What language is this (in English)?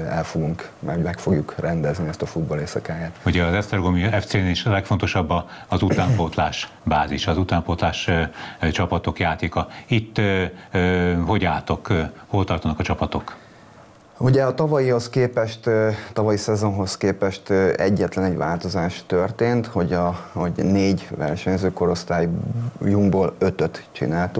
Hungarian